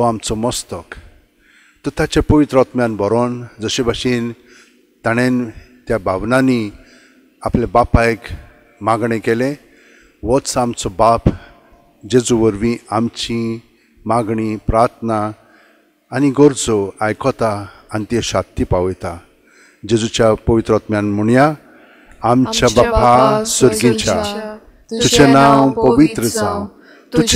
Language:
Konkani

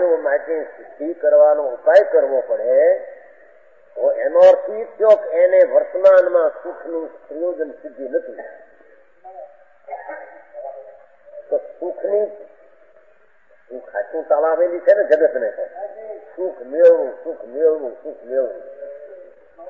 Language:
Gujarati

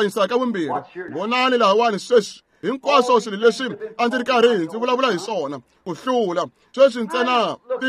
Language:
Tsonga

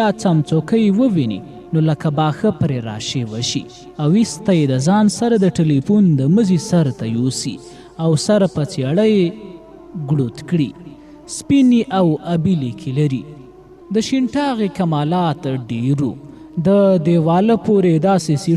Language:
Pashto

